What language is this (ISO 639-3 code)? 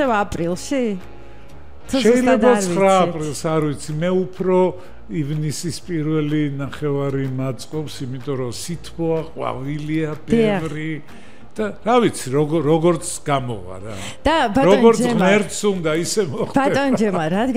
kat